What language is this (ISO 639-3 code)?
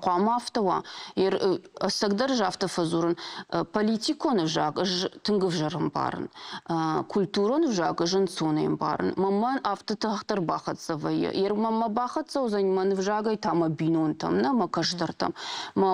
oss